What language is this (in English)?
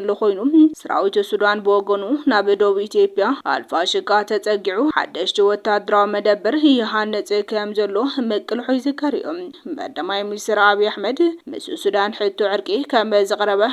Tigrinya